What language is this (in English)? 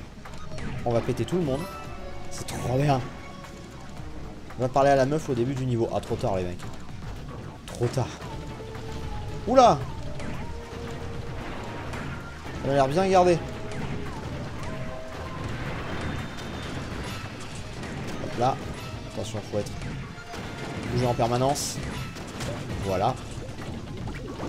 French